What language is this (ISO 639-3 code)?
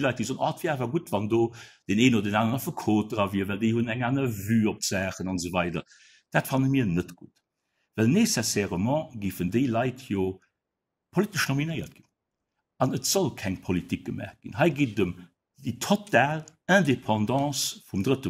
ltz